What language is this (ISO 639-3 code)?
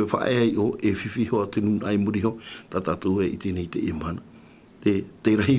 tah